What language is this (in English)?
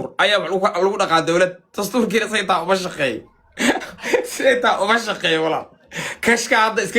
Somali